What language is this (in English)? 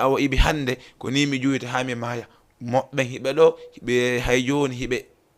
Fula